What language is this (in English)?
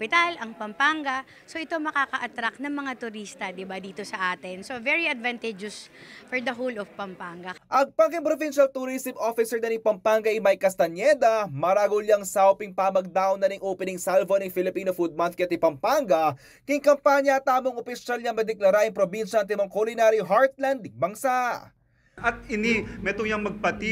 Pampanga